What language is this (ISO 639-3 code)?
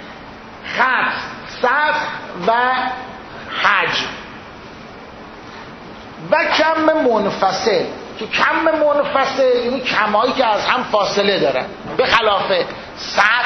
fas